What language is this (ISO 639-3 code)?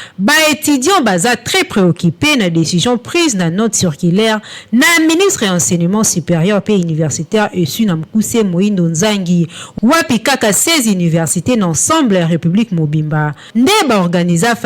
lin